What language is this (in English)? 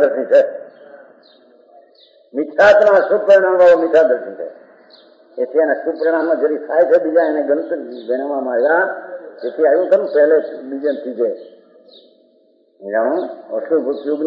Gujarati